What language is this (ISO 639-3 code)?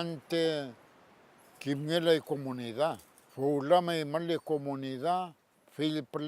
arn